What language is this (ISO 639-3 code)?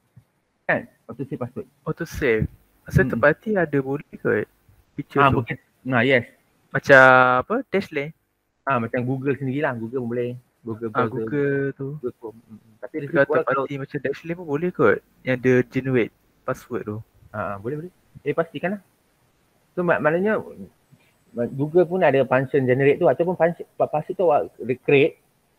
msa